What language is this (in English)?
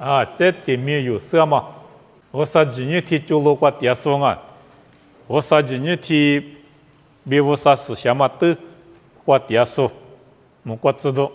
Lisu